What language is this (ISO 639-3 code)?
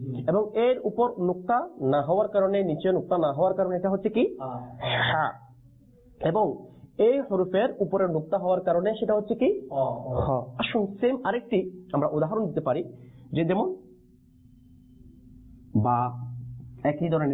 ben